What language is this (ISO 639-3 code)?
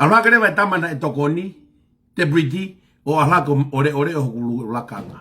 ton